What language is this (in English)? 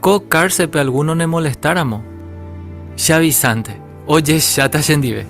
Guarani